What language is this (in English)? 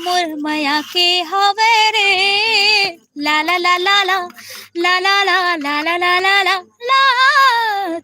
Chhattisgarhi